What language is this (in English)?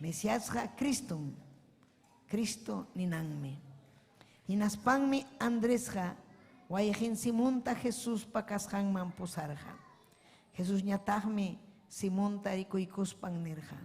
Ayacucho Quechua